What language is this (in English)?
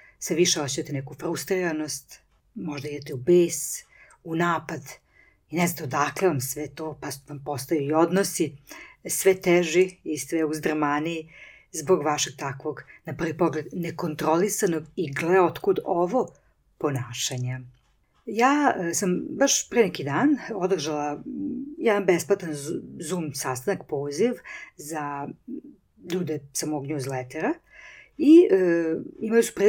Serbian